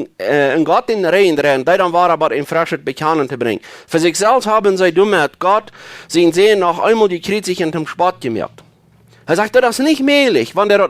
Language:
Plautdietsch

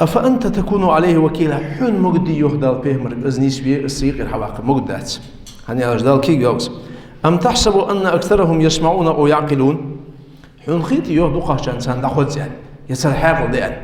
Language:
Ingush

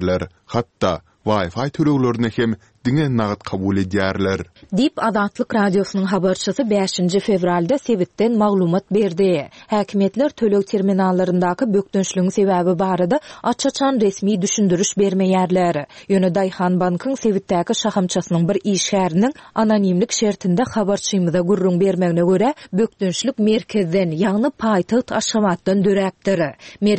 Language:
Turkmen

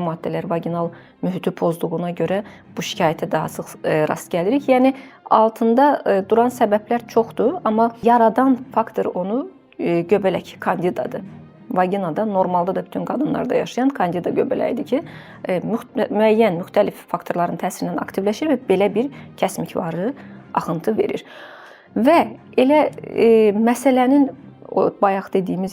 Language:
Azerbaijani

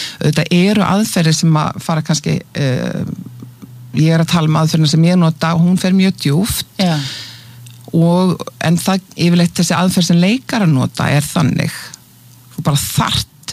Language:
Icelandic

